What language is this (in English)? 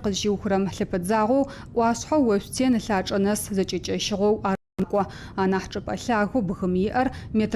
Adyghe